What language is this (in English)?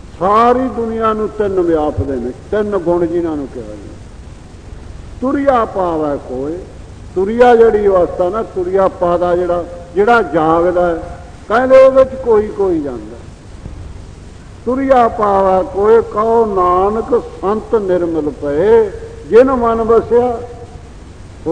Punjabi